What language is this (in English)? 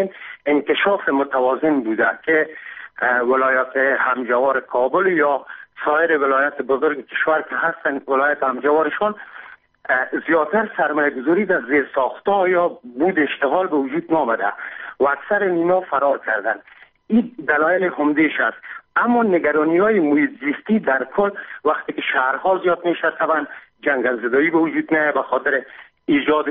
Persian